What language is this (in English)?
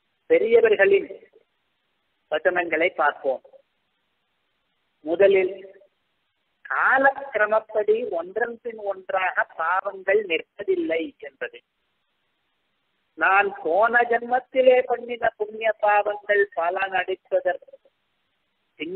Tamil